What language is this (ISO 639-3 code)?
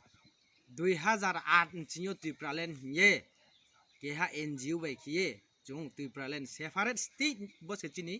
trp